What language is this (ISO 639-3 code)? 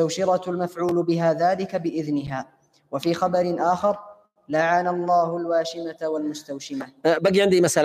ara